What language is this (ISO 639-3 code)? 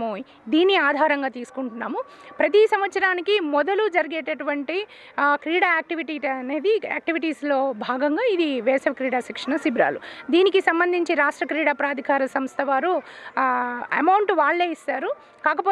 tel